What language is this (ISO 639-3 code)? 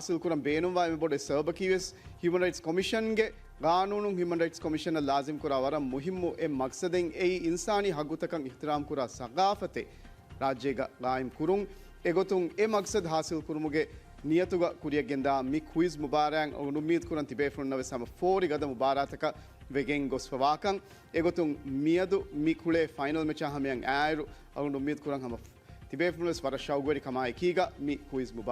div